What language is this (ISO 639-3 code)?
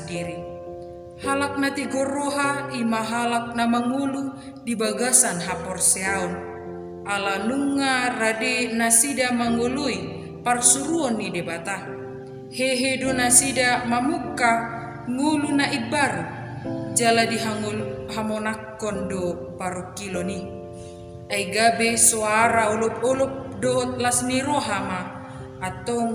bbc